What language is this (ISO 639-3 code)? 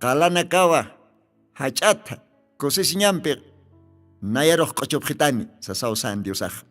aym